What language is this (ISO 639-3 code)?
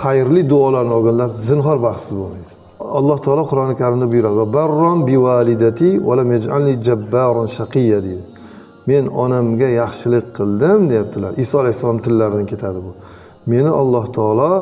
uzb